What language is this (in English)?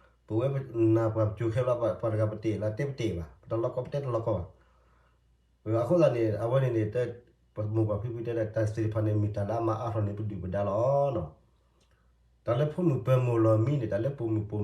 S'gaw Karen